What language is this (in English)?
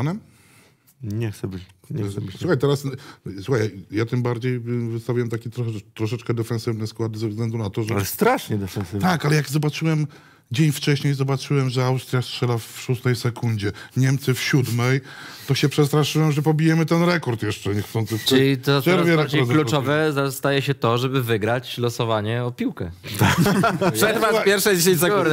Polish